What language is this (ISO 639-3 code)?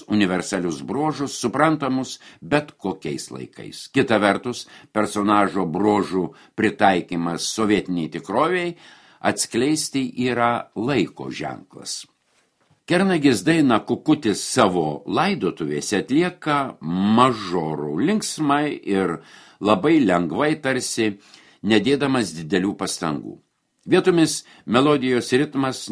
lit